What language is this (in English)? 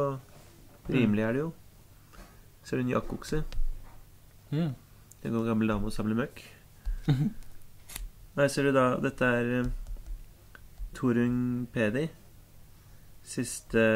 Norwegian